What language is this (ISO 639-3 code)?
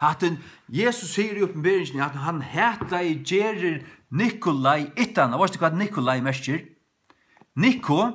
fao